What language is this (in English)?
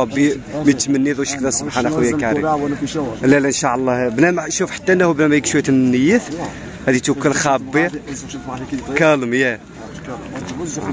Moroccan Arabic